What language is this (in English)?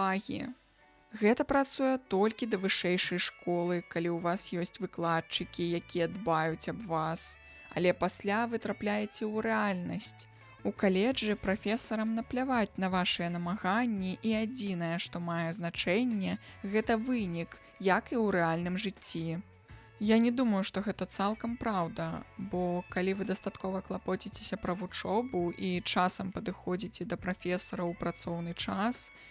Belarusian